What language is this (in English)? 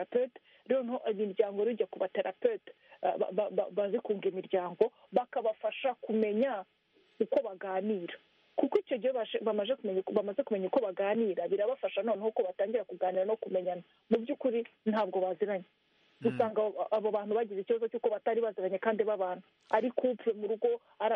Kinyarwanda